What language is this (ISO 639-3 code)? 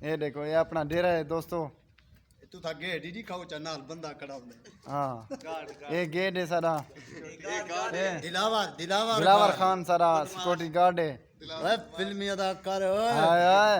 skr